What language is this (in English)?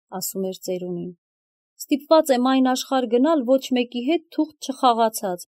Armenian